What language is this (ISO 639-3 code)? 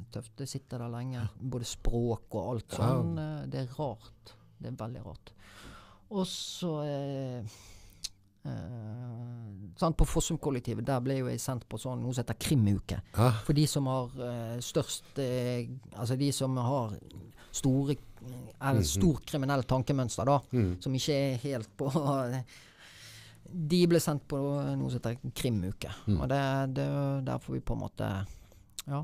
nor